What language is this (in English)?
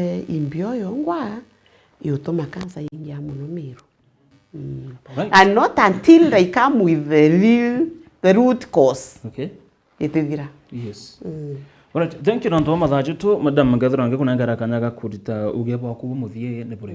Meru